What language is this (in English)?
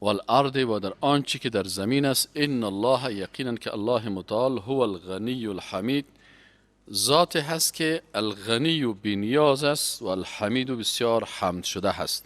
Persian